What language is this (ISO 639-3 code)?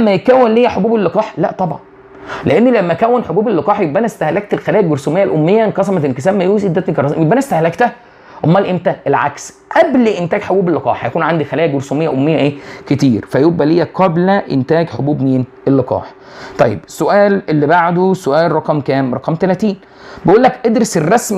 arz